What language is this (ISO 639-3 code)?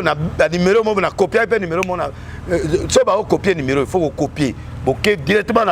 lin